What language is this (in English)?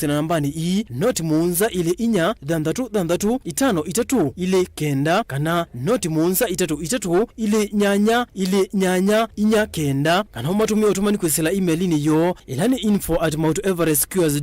Kamba